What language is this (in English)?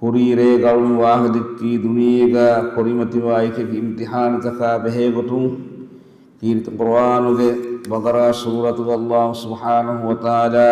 Divehi